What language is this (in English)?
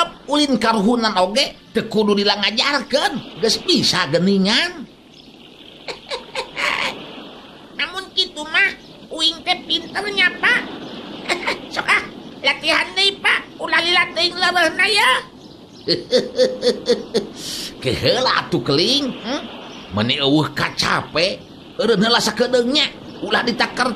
Sundanese